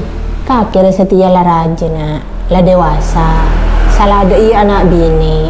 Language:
Madurese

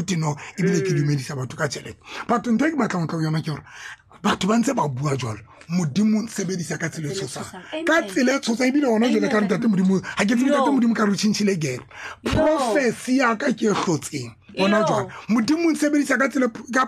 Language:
Tswana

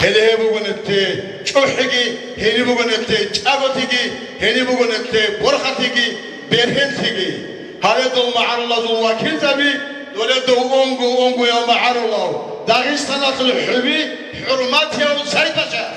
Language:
Avaric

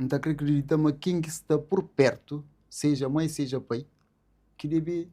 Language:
Kabuverdianu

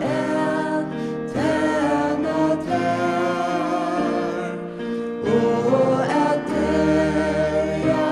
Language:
Faroese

